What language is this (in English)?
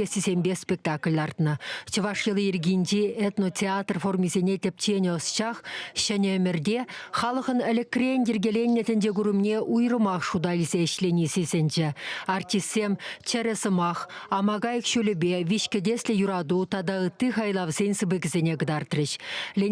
Chuvash